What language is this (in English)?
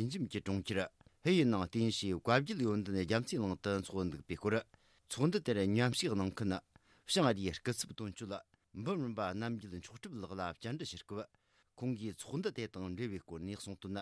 Tibetan